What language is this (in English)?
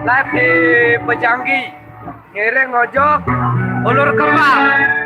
Sasak